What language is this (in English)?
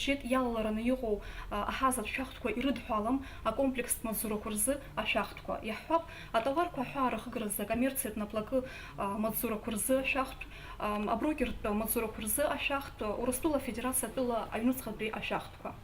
Abkhazian